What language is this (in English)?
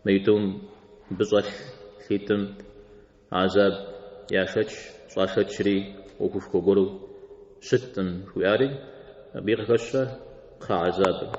Kabardian